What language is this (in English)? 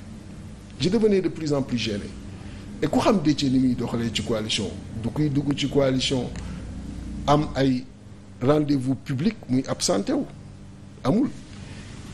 Wolof